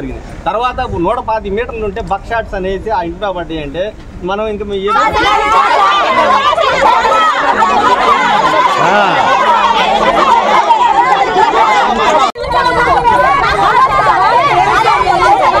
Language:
Telugu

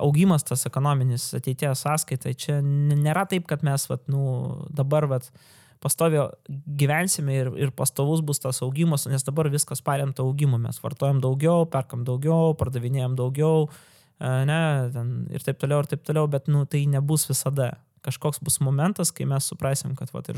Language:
Lithuanian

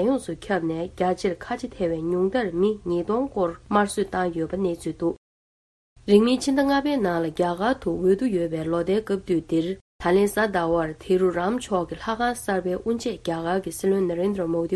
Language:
Tibetan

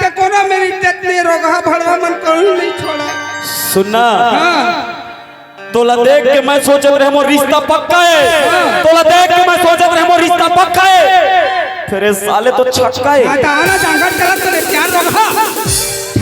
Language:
Chhattisgarhi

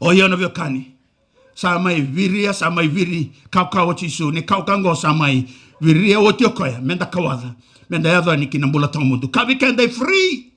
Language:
Fijian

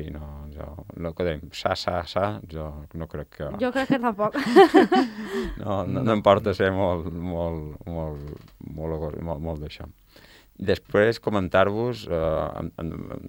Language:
Catalan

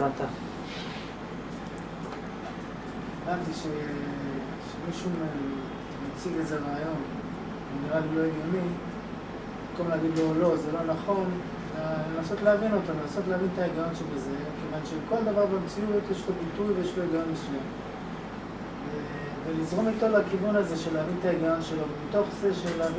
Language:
Hebrew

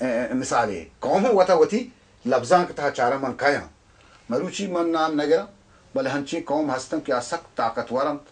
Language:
Baluchi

